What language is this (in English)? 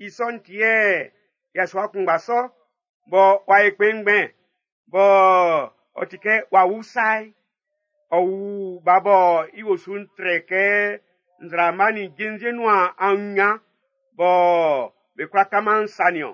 Baoulé